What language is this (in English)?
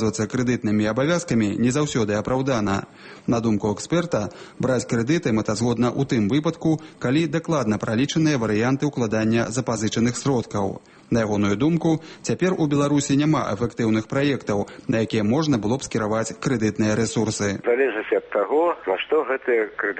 Belarusian